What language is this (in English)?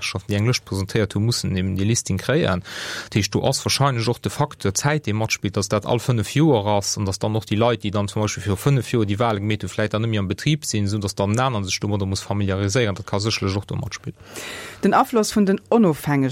Luxembourgish